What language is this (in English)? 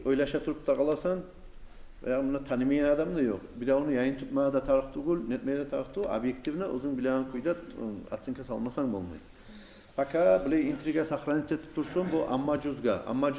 Kumyk